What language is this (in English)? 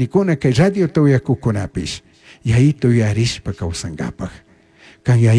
Chimborazo Highland Quichua